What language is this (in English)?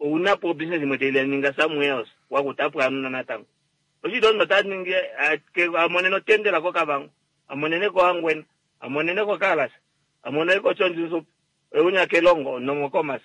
Kuanyama